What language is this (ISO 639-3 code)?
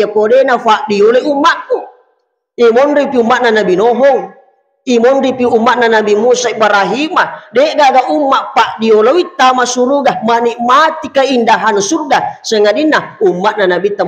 bug